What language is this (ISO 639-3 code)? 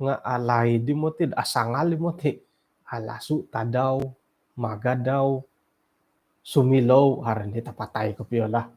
dtp